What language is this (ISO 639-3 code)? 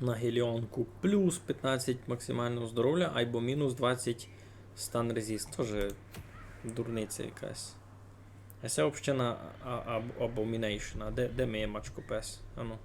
rue